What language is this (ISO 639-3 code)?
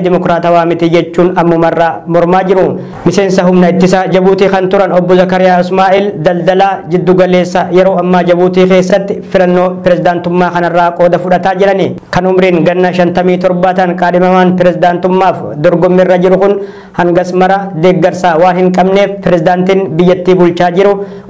orm